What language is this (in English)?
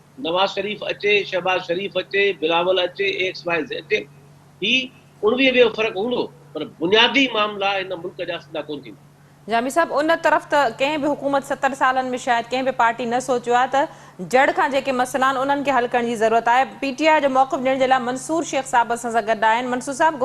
Sindhi